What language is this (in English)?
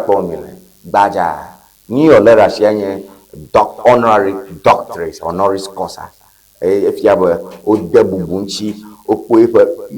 Ewe